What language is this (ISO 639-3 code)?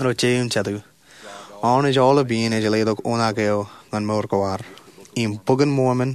mah